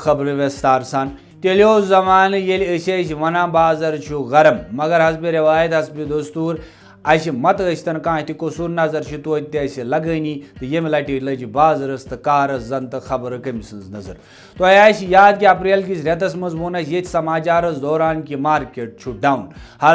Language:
Kashmiri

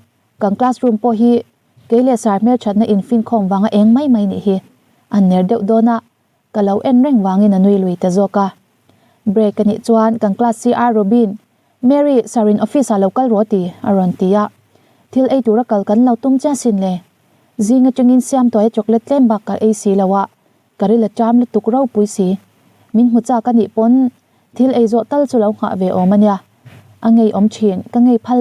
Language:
Mizo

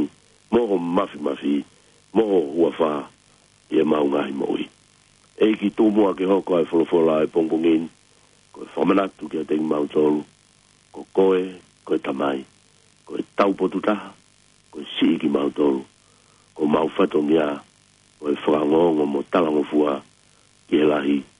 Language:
Tongan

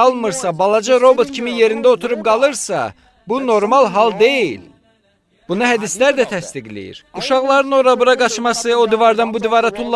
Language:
Azerbaijani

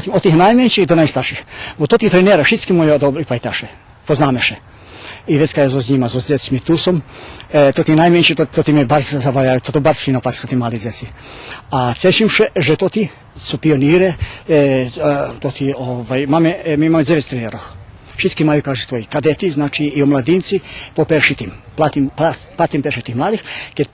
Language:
Rusyn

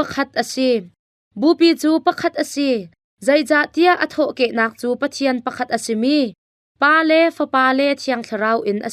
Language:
Hakha Chin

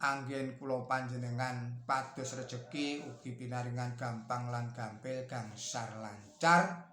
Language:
Javanese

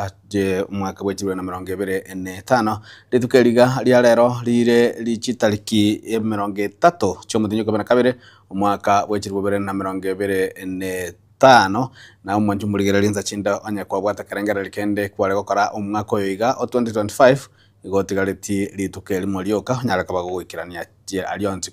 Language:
Gusii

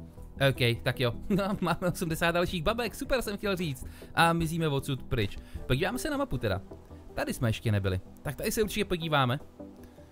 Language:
Czech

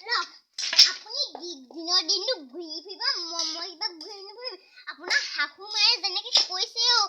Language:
Assamese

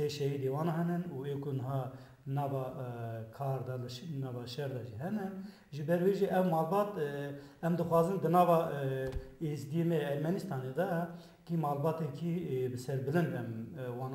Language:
Kurdish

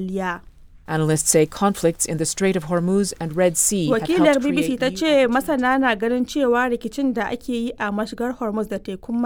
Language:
Hausa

